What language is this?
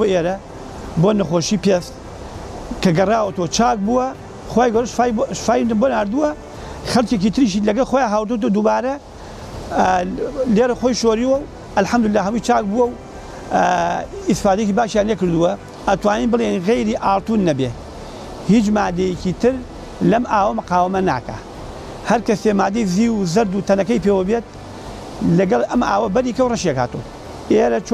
Central Kurdish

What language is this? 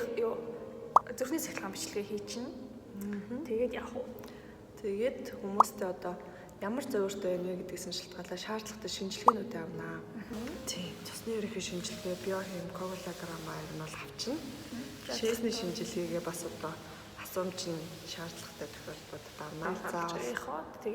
Mongolian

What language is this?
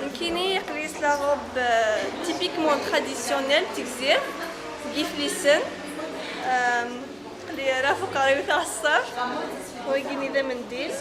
Kabyle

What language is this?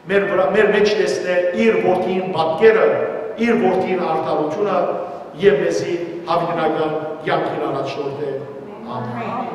Western Armenian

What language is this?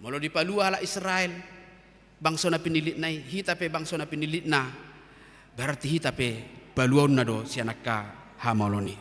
Batak Toba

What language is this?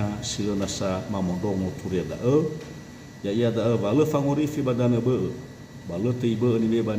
Nias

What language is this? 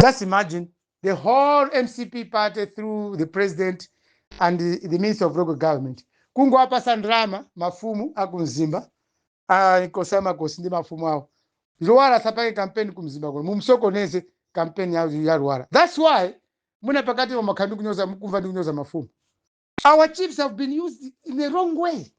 Nyanja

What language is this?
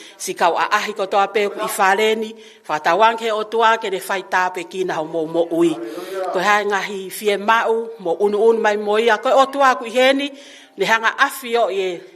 Tongan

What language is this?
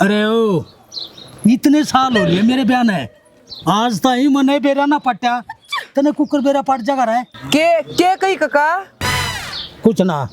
Haryanvi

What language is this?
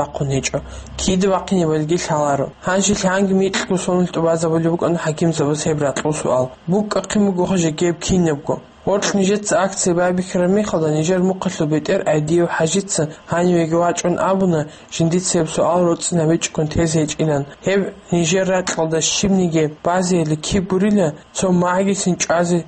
Avaric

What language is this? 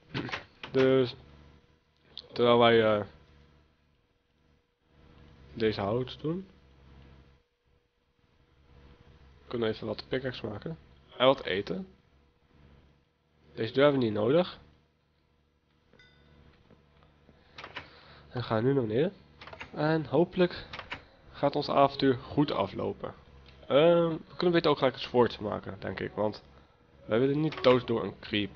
Dutch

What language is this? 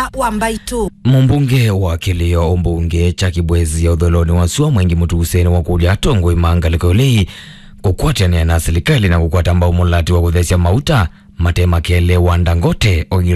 Kamba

